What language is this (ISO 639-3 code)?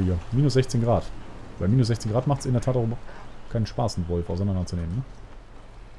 deu